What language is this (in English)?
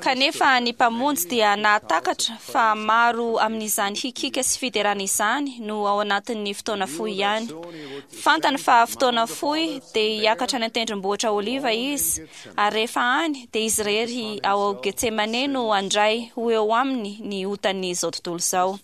Malagasy